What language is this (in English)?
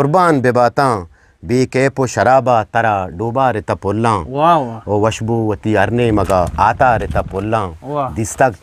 Eastern Balochi